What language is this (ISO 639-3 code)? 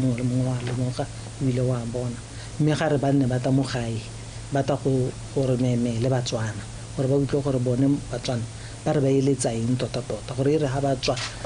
tsn